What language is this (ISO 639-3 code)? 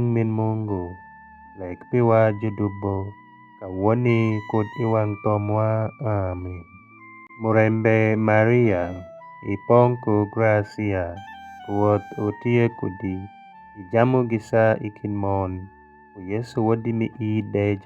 alz